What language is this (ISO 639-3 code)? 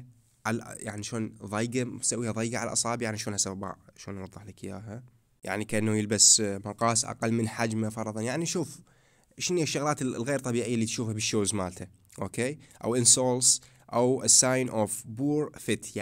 acm